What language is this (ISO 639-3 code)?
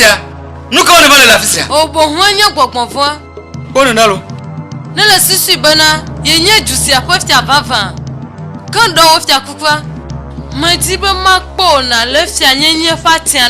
ewe